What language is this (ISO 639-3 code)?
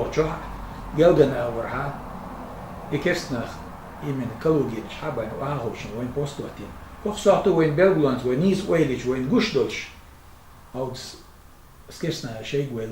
che